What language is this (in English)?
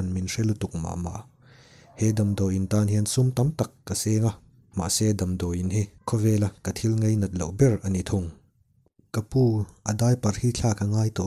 Mizo